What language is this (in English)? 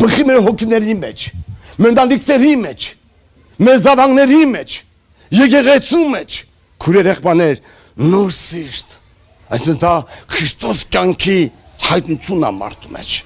Armenian